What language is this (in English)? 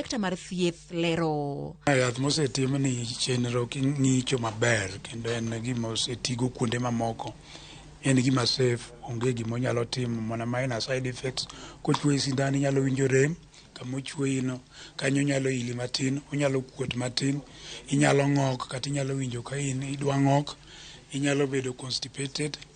Luo (Kenya and Tanzania)